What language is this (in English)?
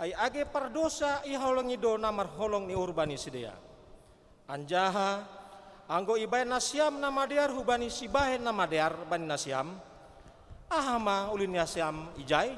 Batak Simalungun